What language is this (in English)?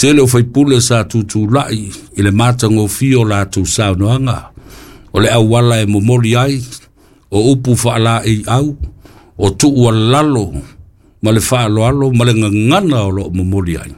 Samoan